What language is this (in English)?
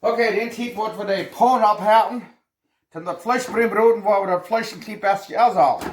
Plautdietsch